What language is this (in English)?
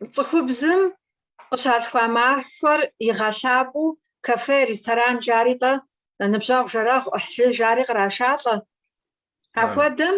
Kabardian